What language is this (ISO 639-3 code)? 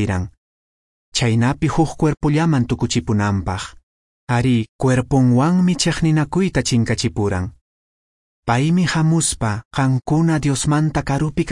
que